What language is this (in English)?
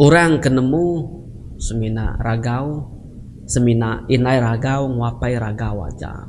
Iban